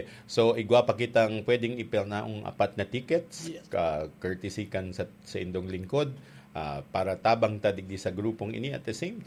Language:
Bikol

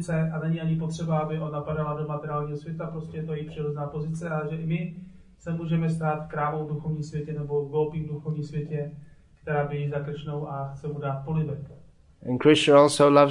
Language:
Czech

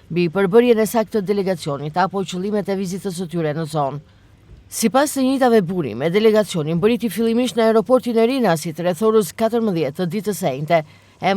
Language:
Albanian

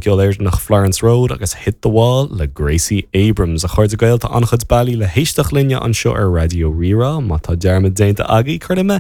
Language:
Irish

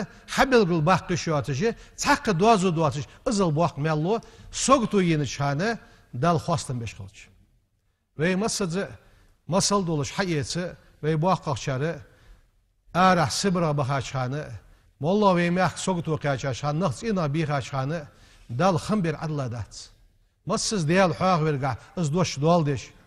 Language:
Ingush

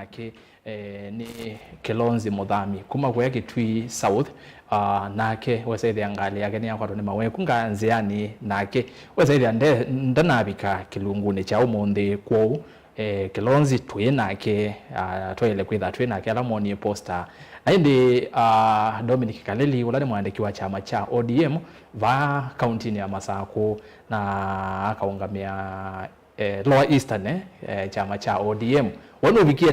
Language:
Kamba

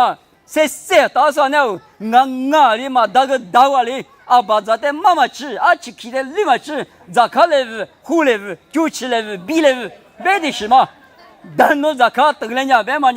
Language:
Lisu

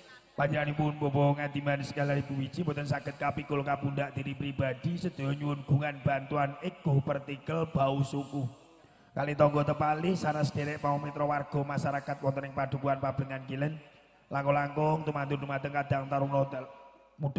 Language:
Javanese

